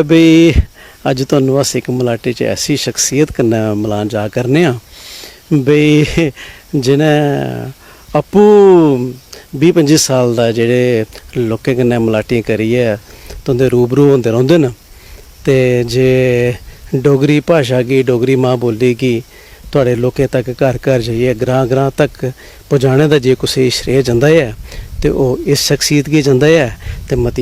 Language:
Dogri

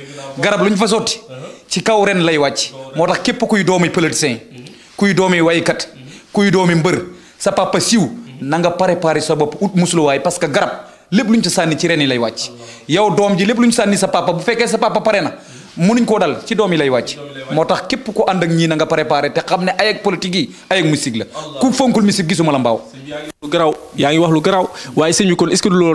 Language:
Wolof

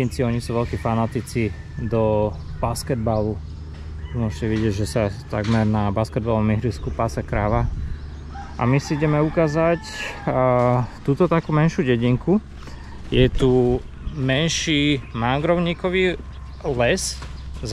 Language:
Slovak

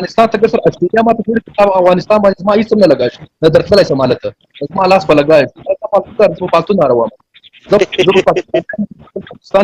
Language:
Pashto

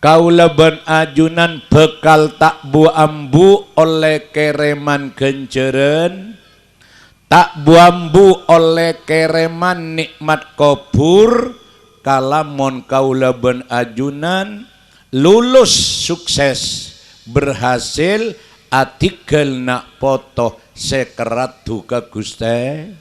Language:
Madurese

